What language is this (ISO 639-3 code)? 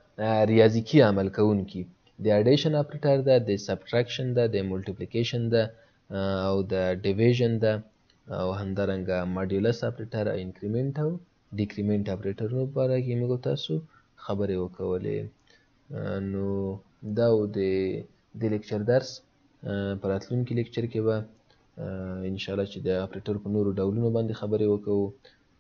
pus